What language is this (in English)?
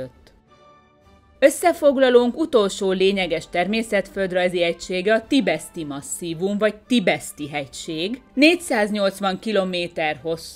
Hungarian